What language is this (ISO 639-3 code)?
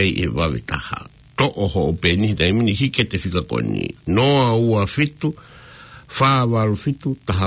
ton